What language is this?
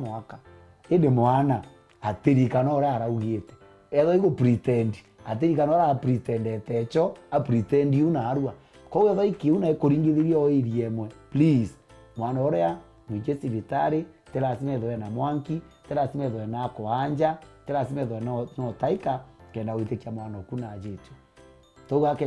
Meru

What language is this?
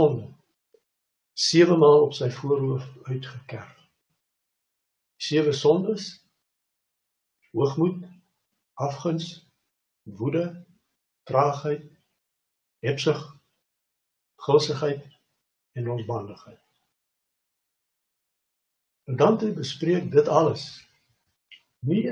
Afrikaans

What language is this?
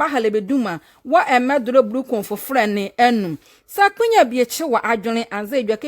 Nzima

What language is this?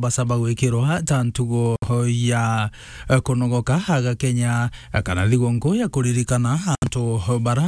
Meru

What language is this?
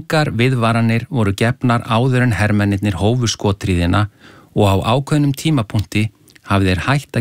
Icelandic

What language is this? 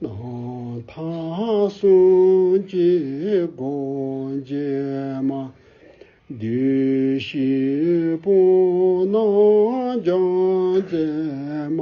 Tibetan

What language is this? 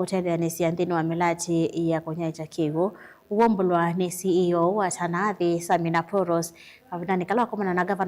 Kamba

